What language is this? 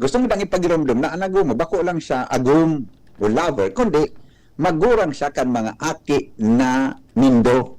Bikol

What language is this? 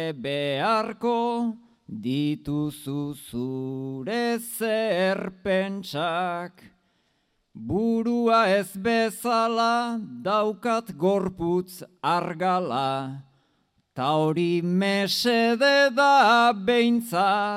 Basque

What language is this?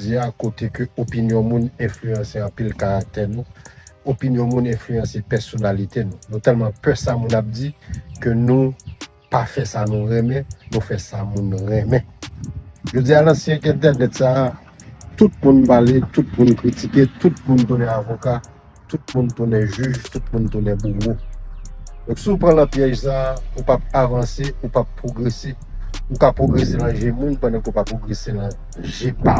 Haitian Creole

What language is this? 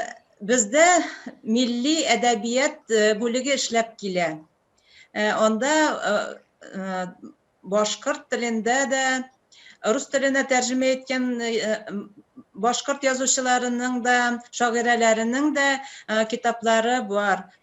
Bashkir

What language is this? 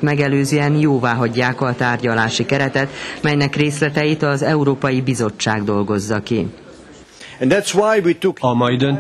Hungarian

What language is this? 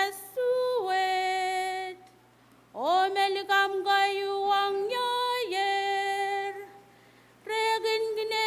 Pohnpeian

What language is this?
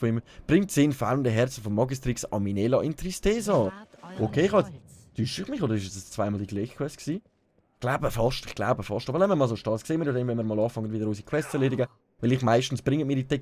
Swiss German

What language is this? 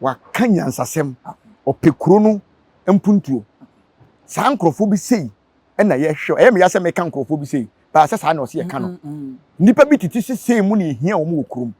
Akan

